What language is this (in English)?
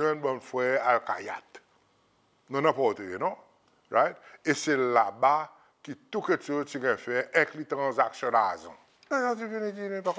Seselwa Creole French